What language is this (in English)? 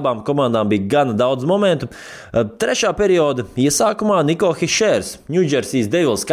Latvian